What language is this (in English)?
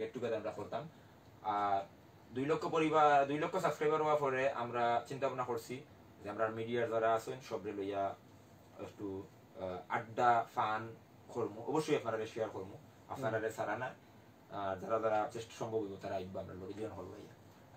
Sylheti